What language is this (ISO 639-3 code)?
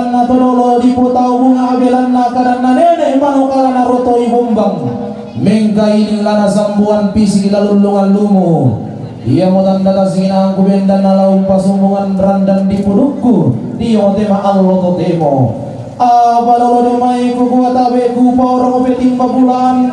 sda